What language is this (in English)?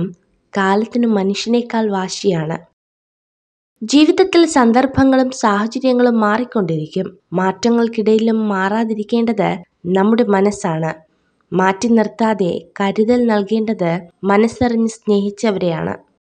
Malayalam